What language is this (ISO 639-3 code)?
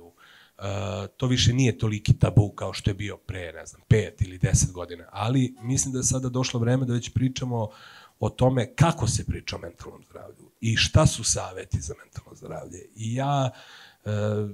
srp